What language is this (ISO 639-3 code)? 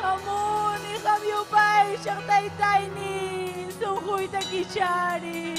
quy